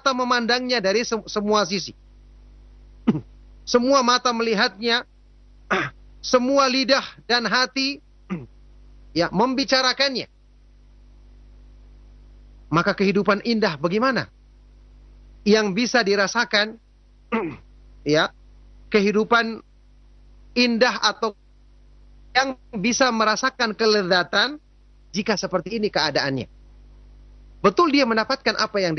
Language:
Indonesian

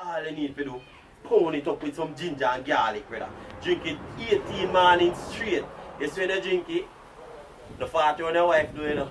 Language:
Jamaican Creole English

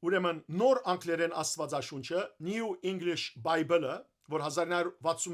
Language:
Western Armenian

